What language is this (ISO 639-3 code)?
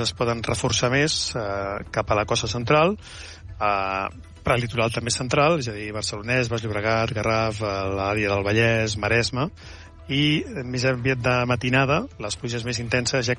cat